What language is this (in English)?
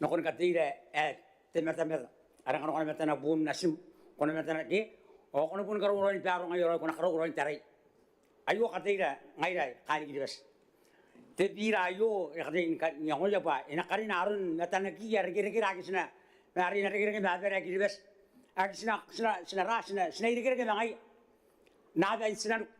Gilbertese